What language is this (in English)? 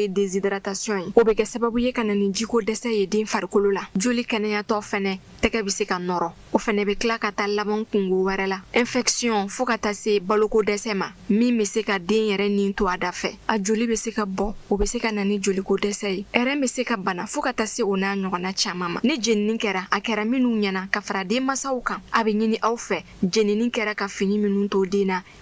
Bambara